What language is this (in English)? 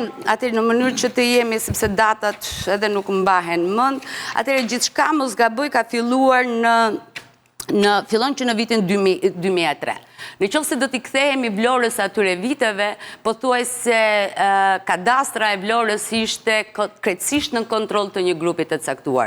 Albanian